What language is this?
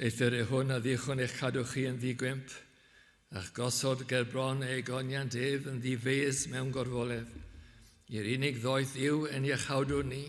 Welsh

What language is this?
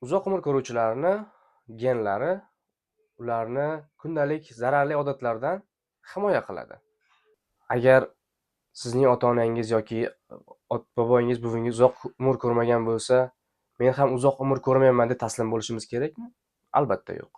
Uzbek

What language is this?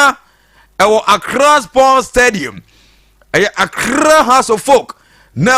Akan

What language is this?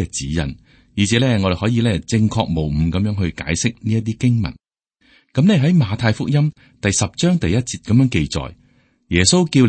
Cantonese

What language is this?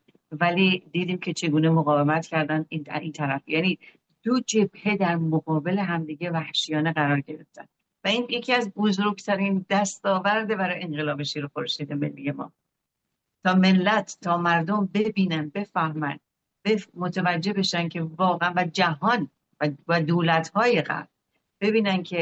Persian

